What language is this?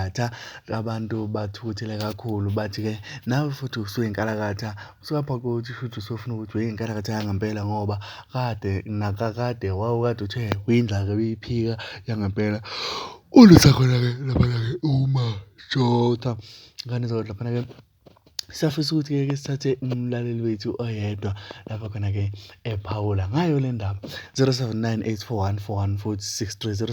Zulu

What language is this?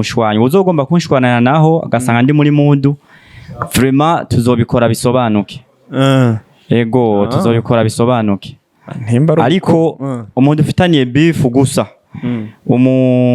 Rundi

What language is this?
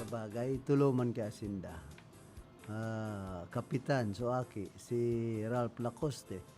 Bikol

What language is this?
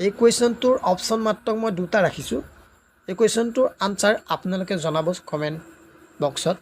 Assamese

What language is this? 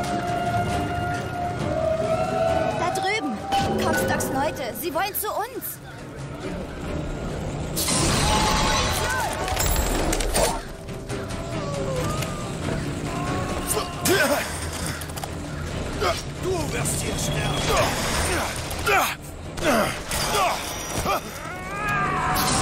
German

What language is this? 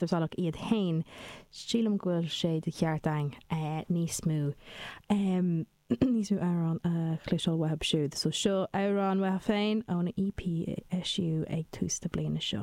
Irish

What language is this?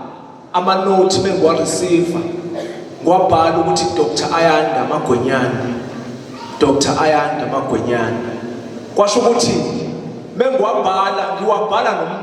Zulu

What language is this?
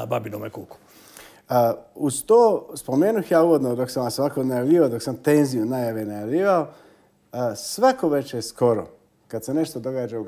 Croatian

